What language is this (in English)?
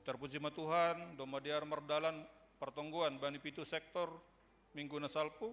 Batak Simalungun